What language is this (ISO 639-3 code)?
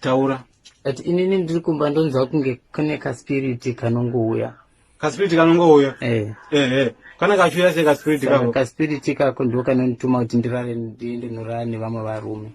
sna